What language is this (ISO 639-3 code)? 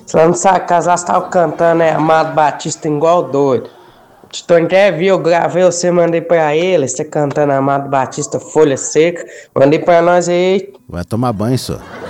por